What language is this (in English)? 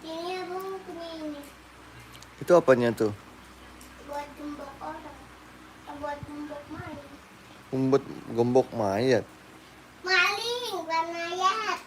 Betawi